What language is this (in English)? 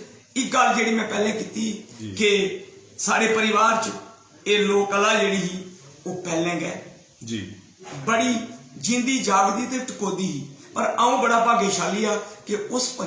Dogri